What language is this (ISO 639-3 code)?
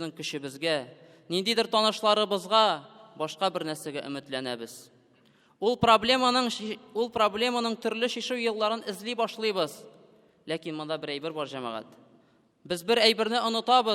tat